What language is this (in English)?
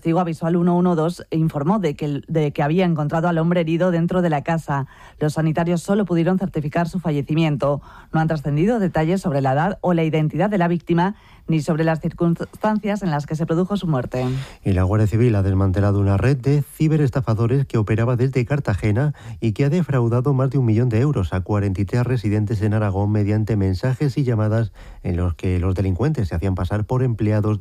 Spanish